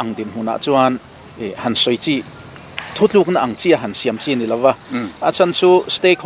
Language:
Mizo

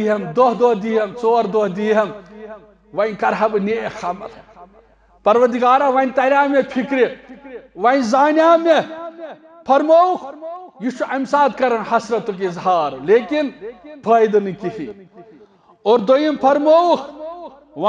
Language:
Kashmiri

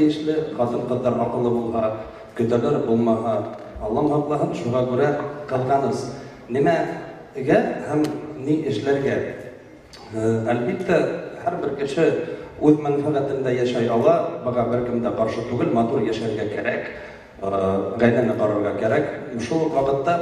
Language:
Bashkir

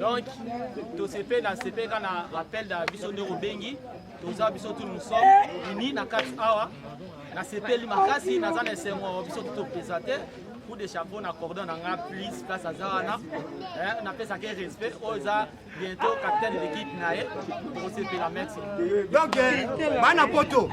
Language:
Lingala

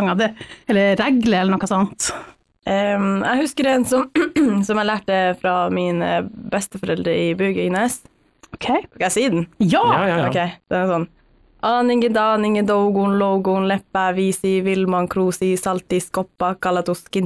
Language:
Norwegian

